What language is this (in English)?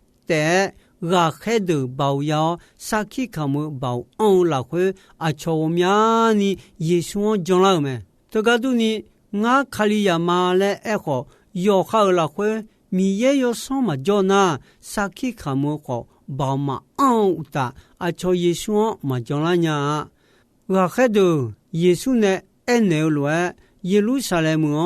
Akha